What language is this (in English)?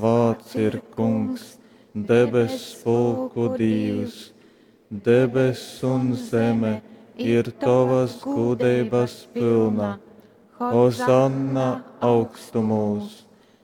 Latgalian